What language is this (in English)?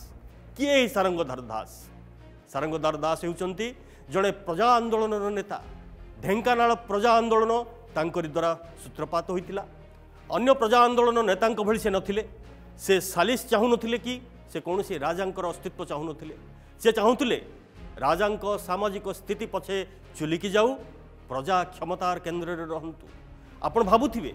Odia